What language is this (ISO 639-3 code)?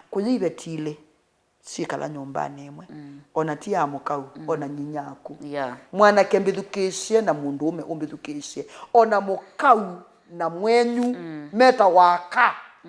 kam